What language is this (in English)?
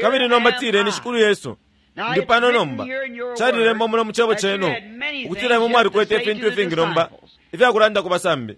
Bemba